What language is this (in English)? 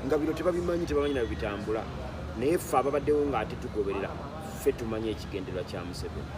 Ganda